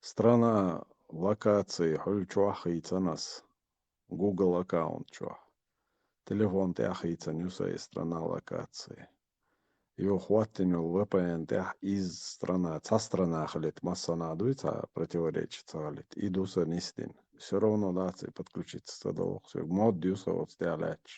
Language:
Chechen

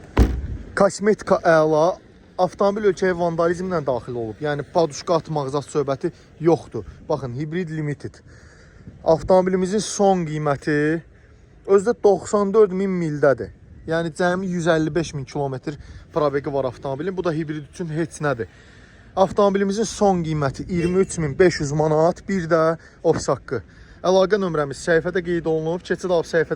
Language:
Azerbaijani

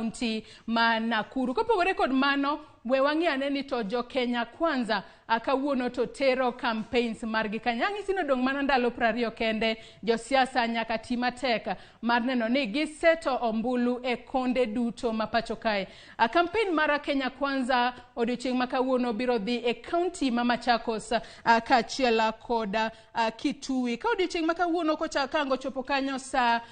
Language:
Luo (Kenya and Tanzania)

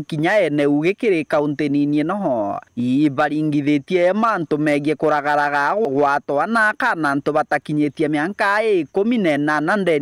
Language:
Meru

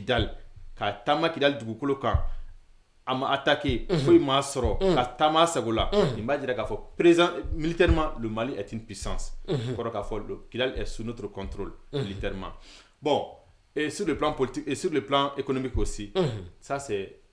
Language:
Bambara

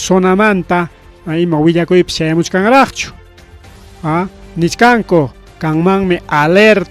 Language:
Ayacucho Quechua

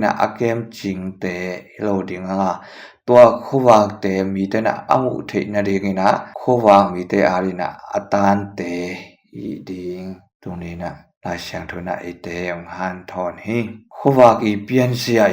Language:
Tedim Chin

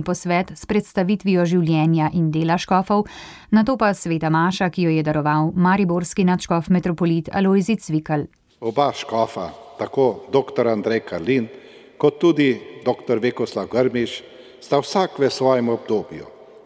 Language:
Slovenian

